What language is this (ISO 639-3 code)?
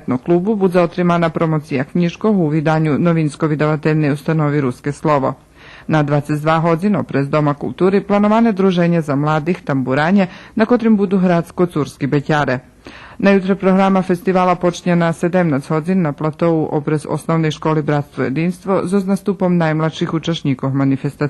rue